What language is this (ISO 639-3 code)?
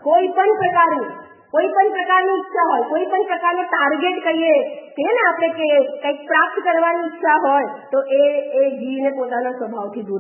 guj